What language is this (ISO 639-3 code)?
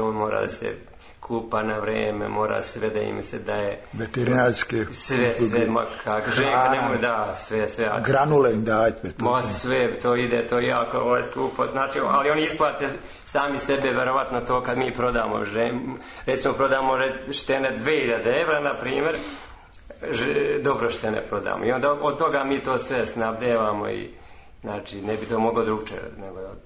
srp